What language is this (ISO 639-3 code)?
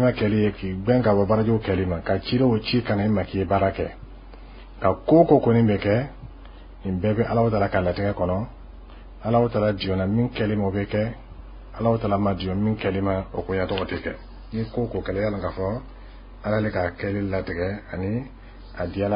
bam